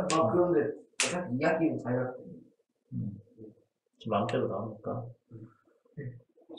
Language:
Korean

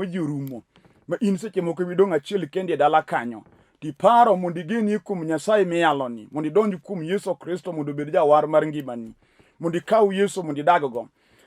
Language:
Luo (Kenya and Tanzania)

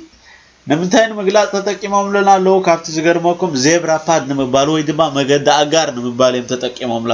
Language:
Tigrinya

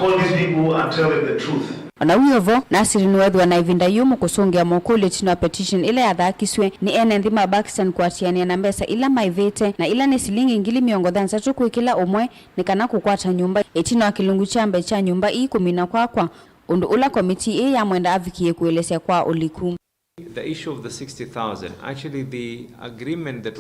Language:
Kamba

